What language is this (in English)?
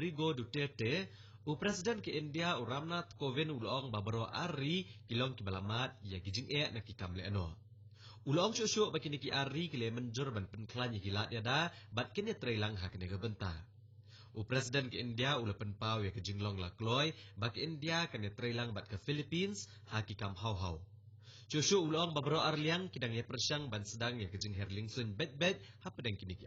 Khasi